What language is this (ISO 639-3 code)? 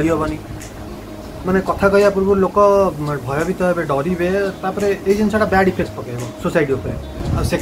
ori